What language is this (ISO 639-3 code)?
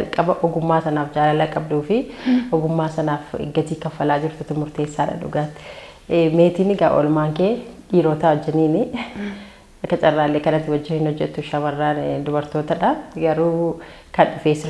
orm